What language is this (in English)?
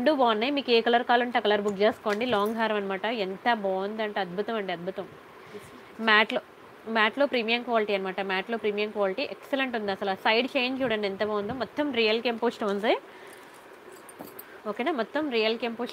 Telugu